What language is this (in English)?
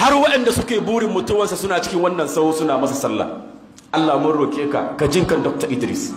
Hausa